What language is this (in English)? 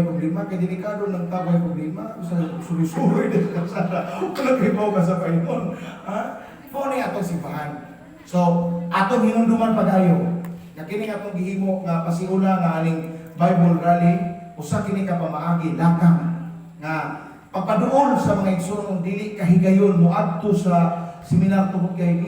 Cebuano